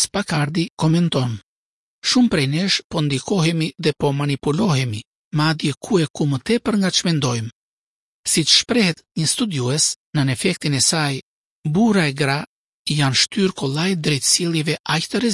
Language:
Albanian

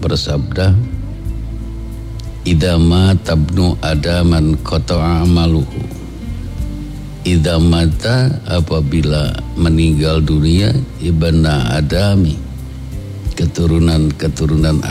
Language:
Indonesian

